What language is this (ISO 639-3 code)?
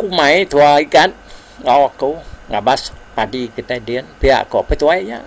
iba